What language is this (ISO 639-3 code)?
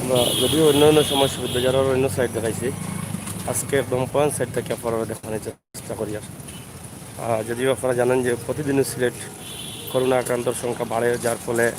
syl